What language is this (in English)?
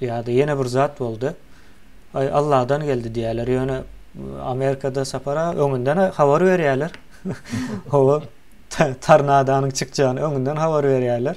Turkmen